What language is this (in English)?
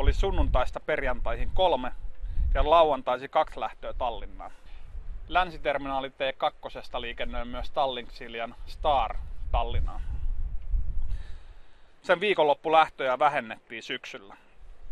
Finnish